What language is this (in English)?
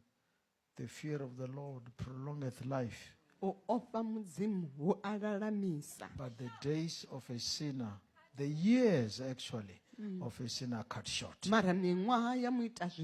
Venda